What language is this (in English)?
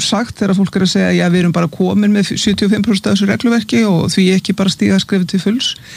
Icelandic